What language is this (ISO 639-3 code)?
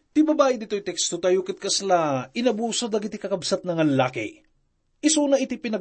ilo